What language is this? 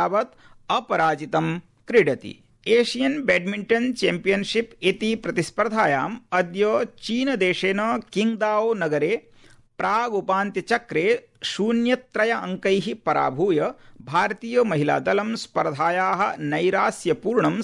Sanskrit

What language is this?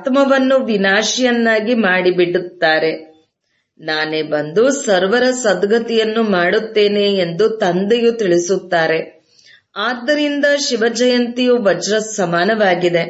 Kannada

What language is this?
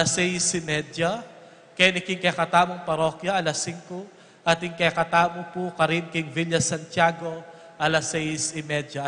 Pampanga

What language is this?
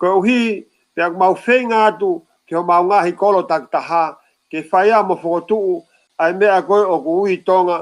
Tongan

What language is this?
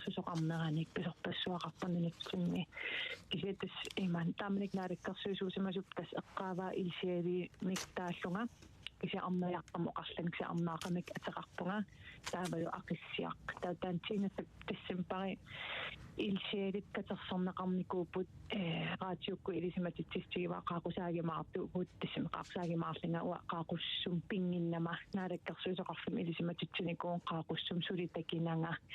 Kalaallisut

